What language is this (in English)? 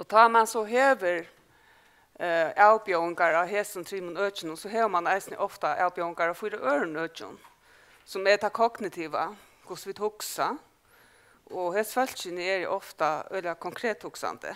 Faroese